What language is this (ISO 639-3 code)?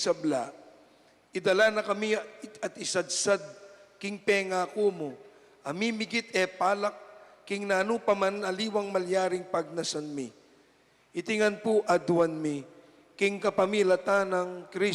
pam